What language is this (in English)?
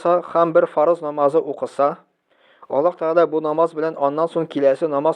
Tatar